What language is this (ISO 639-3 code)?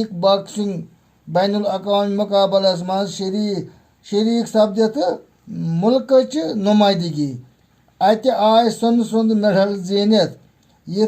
kas